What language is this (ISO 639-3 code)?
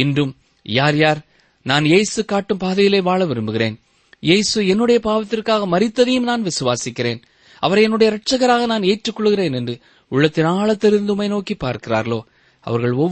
tam